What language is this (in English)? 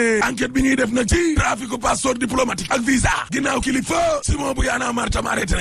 Wolof